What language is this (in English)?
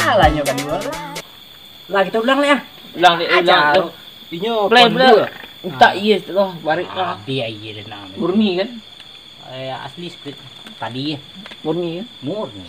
Minangkabau